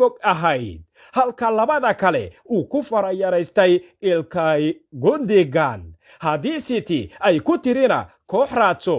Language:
Somali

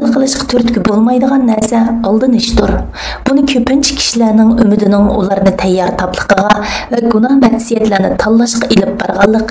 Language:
Uyghur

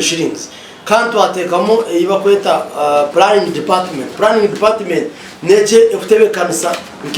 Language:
Nyankole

